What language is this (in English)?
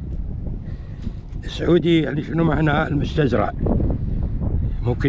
Gulf Arabic